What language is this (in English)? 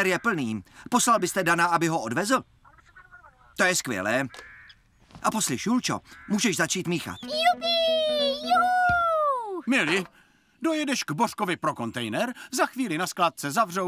Czech